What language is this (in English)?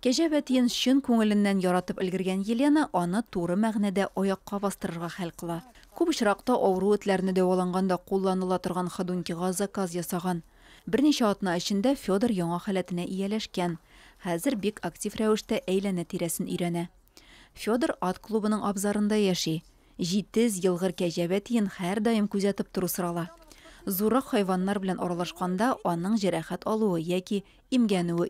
Tatar